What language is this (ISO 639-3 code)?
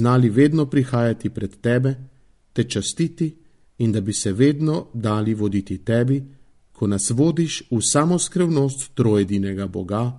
slv